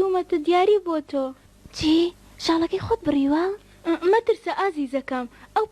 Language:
Central Kurdish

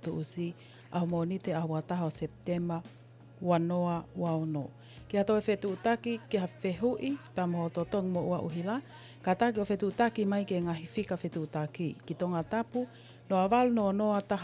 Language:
Tongan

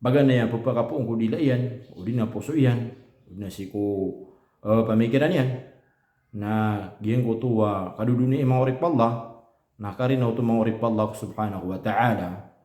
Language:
Maranao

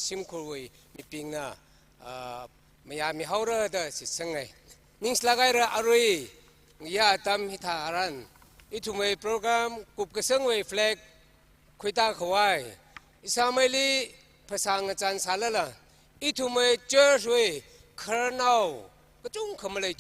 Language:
Tangkhul Naga (India)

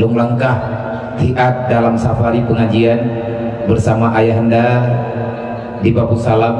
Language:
Achinese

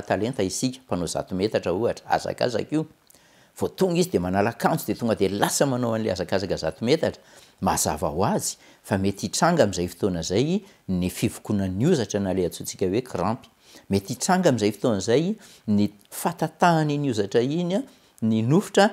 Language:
Malagasy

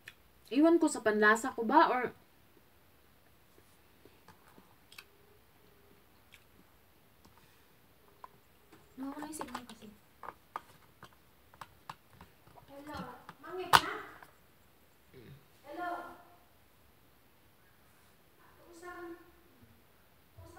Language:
Filipino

